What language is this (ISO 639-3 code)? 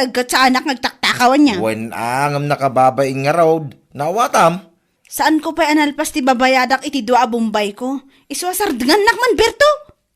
ilo